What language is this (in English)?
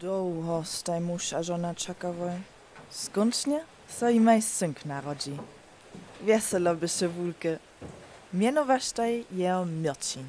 Upper Sorbian